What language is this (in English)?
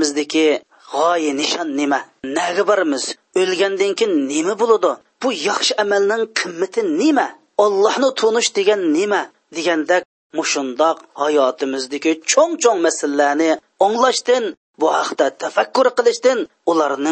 Uyghur